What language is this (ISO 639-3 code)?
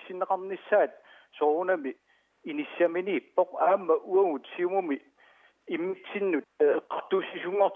kal